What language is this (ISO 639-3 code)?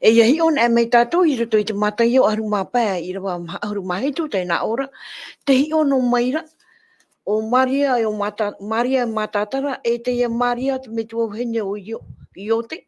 tah